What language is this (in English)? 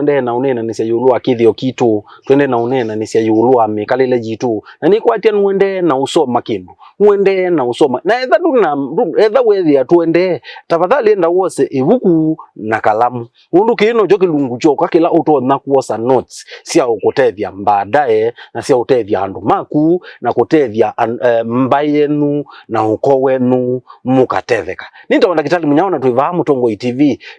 Kamba